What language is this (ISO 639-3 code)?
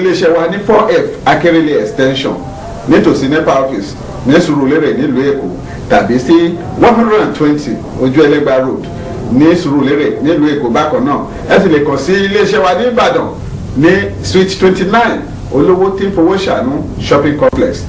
yor